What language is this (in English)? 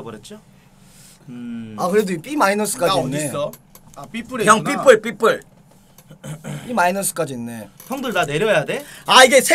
Korean